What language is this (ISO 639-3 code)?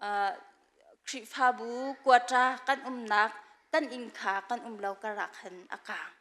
cnh